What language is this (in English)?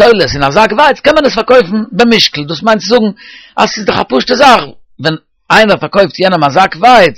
Yiddish